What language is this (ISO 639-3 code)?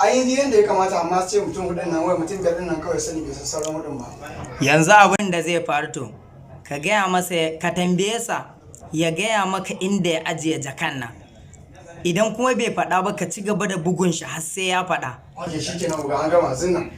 hau